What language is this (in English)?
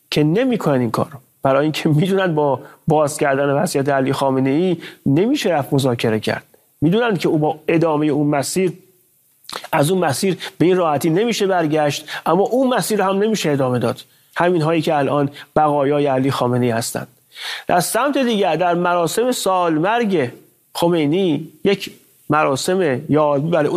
Persian